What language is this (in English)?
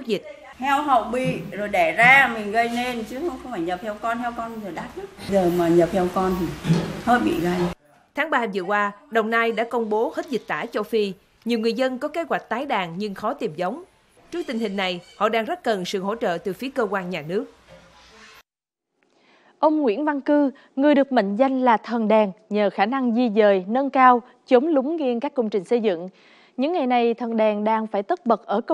Vietnamese